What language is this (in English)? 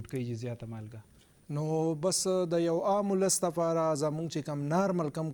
Pashto